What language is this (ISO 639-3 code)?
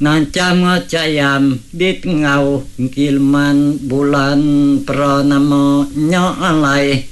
iba